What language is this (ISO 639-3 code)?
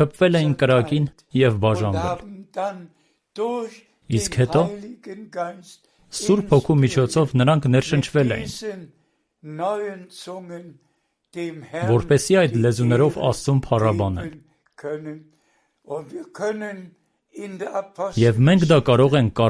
hye